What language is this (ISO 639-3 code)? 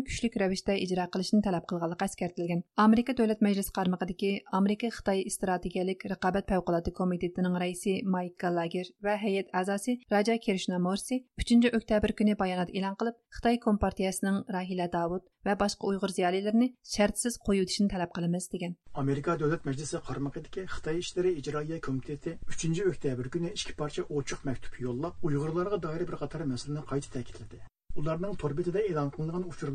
uig